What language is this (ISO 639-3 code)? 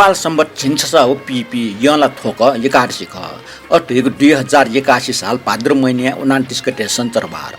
new